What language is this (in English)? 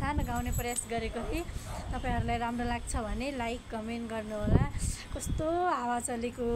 Nepali